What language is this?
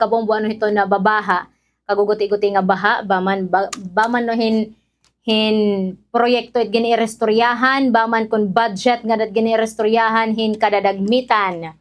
Waray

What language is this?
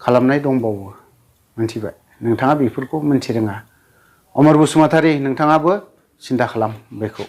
Bodo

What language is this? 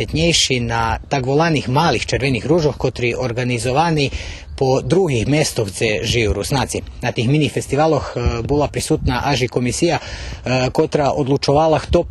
Rusyn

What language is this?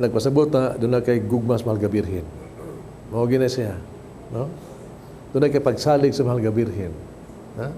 Cebuano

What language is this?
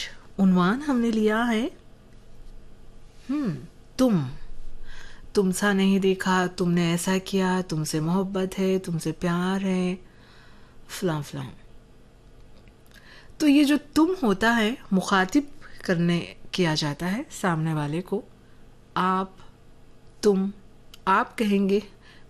Urdu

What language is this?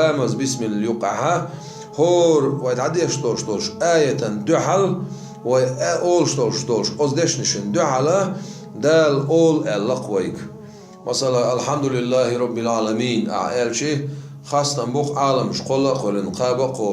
Chechen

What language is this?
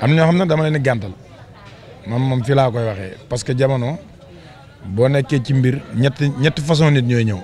Wolof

